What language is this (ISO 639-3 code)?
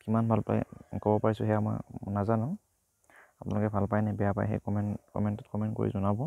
asm